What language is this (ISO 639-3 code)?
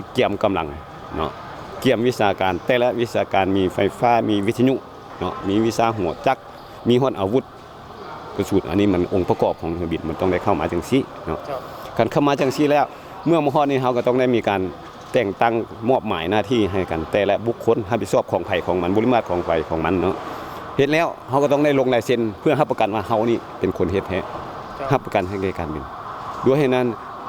lao